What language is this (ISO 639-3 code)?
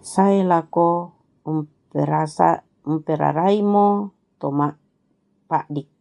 sda